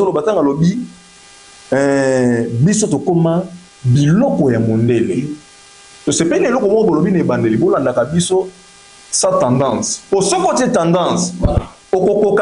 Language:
Lingala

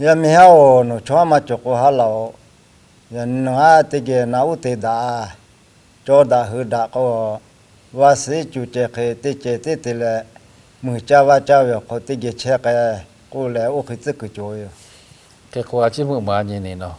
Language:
Lahu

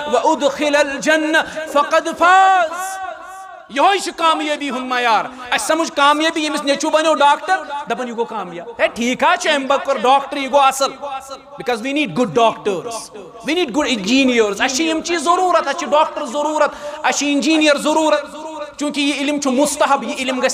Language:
Kashmiri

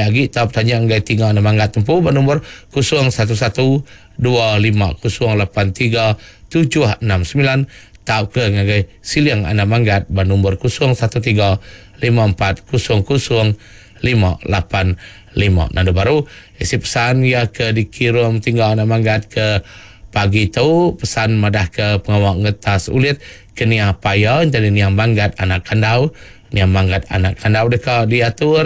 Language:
Iban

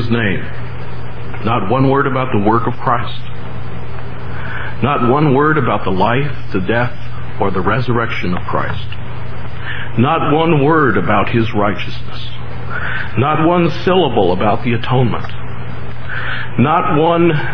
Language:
English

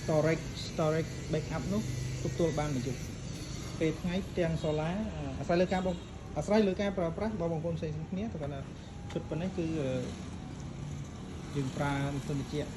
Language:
Khmer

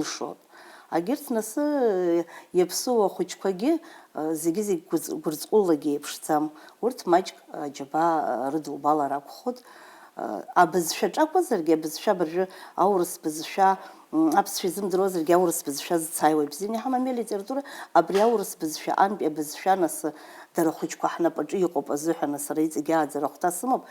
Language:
Abkhazian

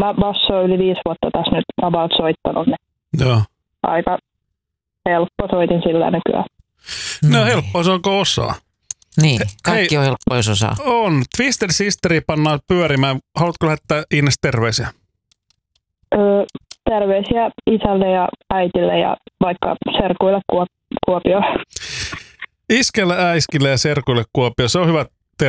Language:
Finnish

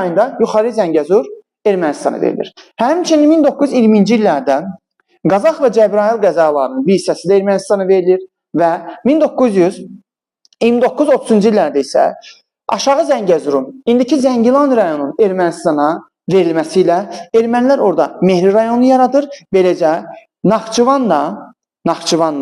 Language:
Azerbaijani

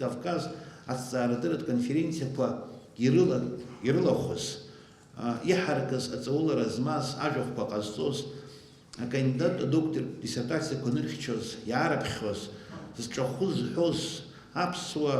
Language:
Abkhazian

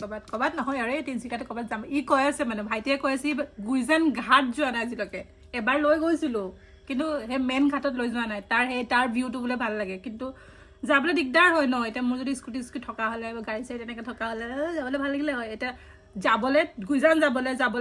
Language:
Assamese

